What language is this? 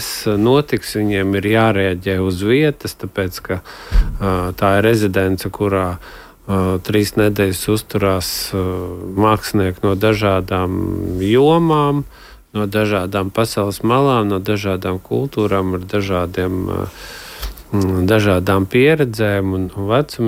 Latvian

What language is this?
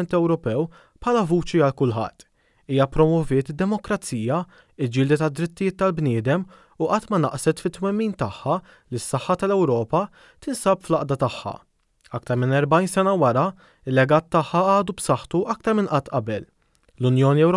Maltese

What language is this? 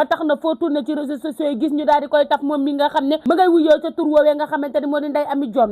Wolof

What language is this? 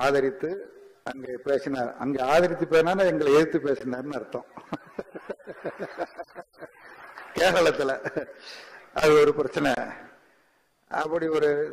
Tamil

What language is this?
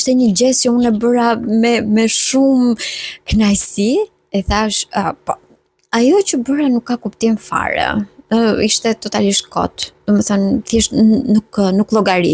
Albanian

